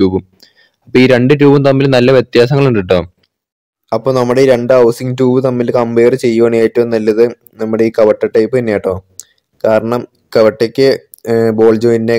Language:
Malayalam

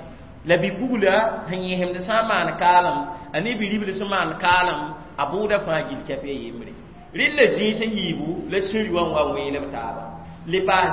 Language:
Mossi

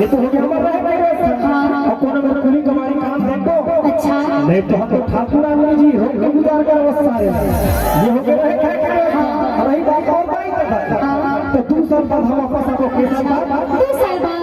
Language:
Chhattisgarhi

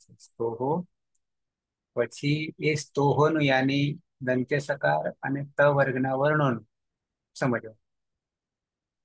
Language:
Gujarati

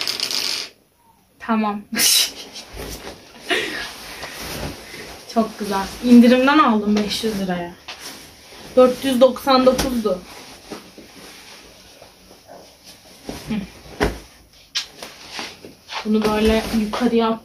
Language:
Turkish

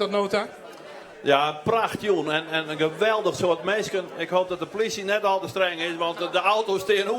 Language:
Western Frisian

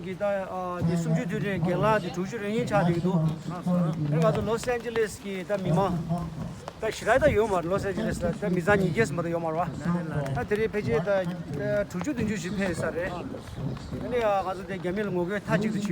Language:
Tibetan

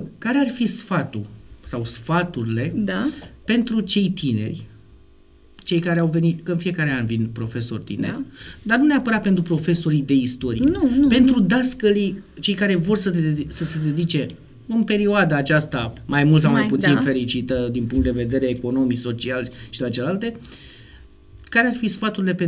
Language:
Romanian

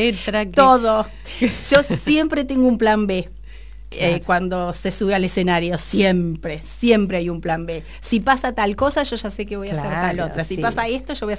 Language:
Spanish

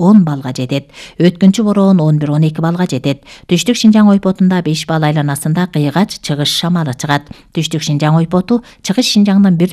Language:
Kyrgyz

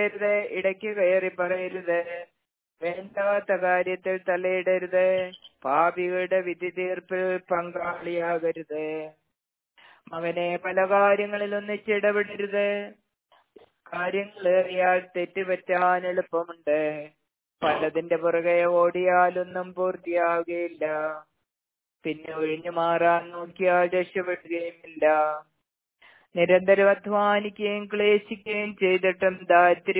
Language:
Malayalam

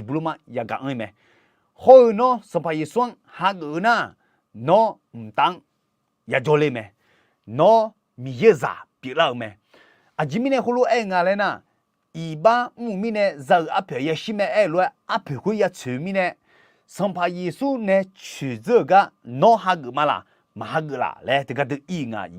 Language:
Akha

